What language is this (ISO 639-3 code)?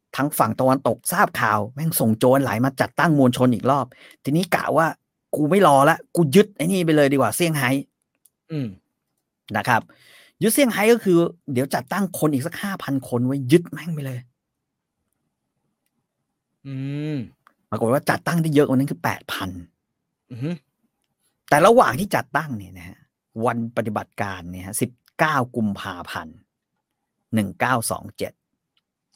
tha